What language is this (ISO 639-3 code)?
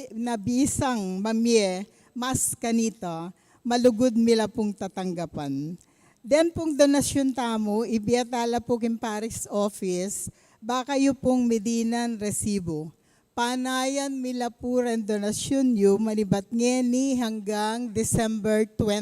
pam